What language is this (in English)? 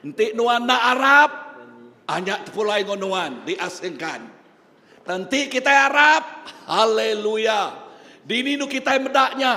Iban